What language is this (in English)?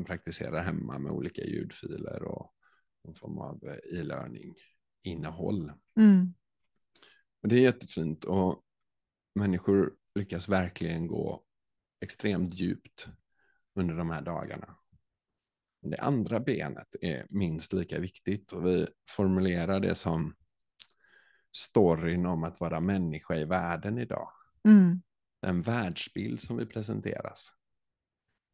Swedish